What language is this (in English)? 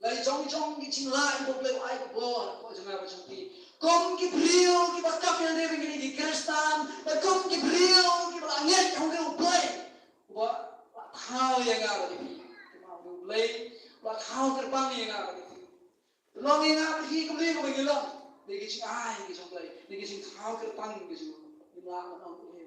Khasi